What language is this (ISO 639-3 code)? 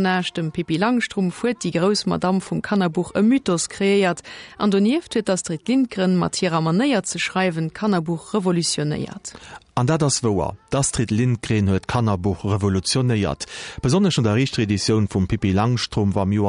ltz